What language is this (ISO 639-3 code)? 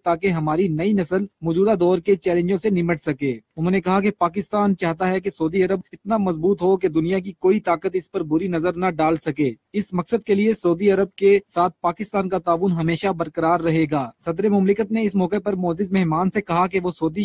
urd